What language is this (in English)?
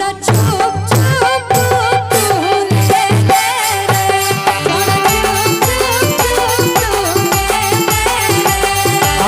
Magahi